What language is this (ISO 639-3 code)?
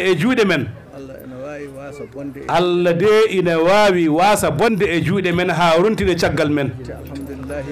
ful